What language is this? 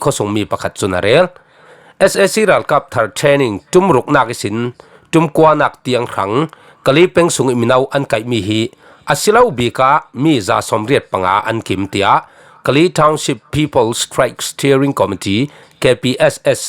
Falam Chin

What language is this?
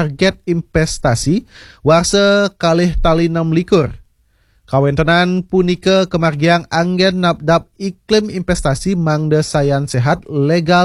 Balinese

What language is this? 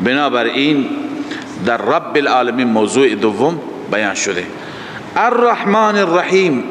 Persian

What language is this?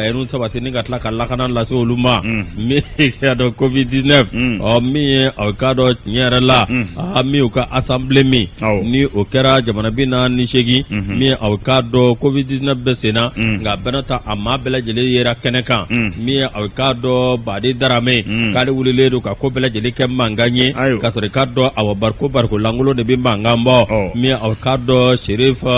Bambara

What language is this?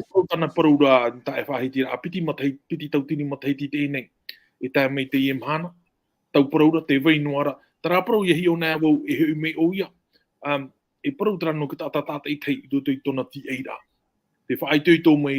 Tahitian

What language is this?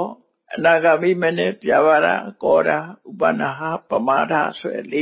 Burmese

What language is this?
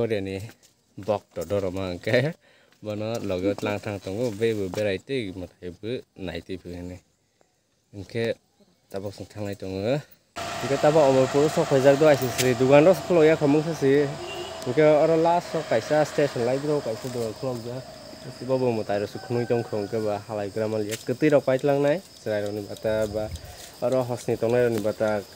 Kok Borok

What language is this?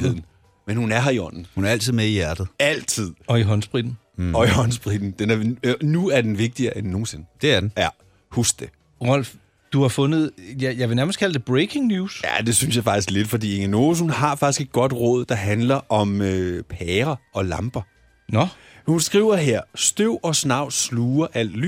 Danish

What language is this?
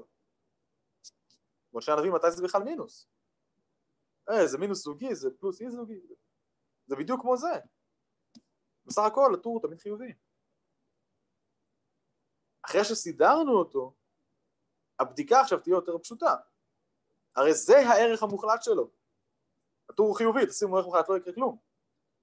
Hebrew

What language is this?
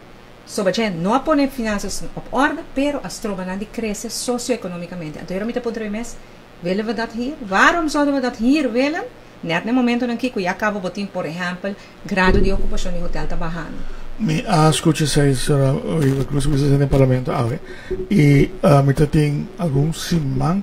Papiamento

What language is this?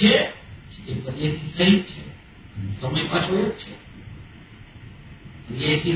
Gujarati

